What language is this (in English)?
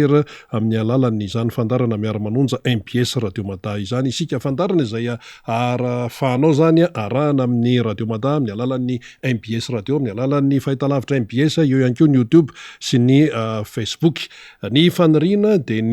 Malagasy